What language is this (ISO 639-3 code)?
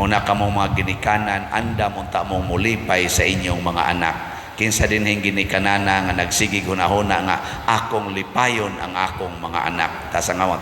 ceb